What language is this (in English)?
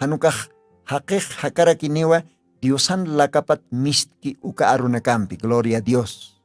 Aymara